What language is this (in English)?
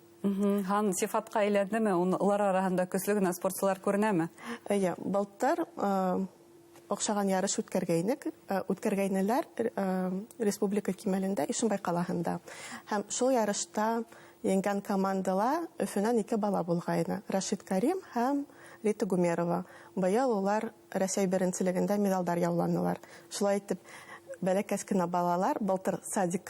Bashkir